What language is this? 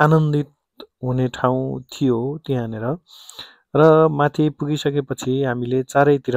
Nepali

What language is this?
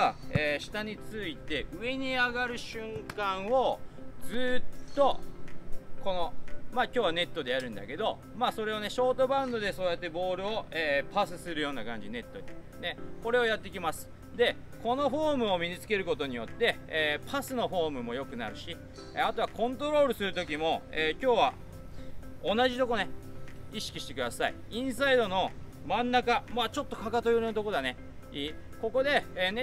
Japanese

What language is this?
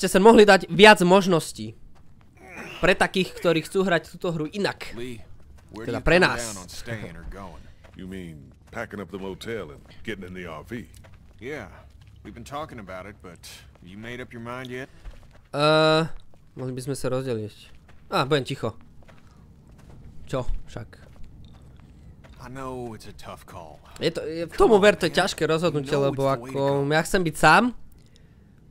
Slovak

